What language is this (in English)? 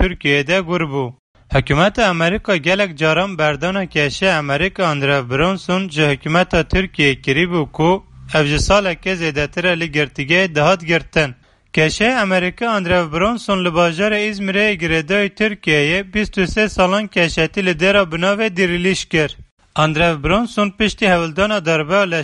Kurdish